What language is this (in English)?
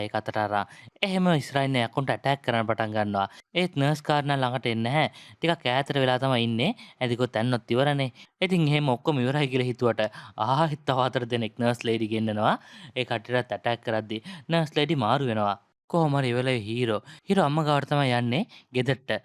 Sinhala